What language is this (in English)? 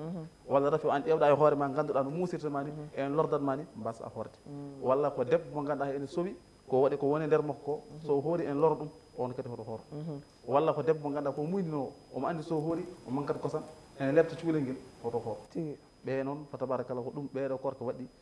Fula